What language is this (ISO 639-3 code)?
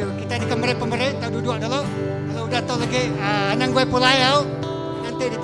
iba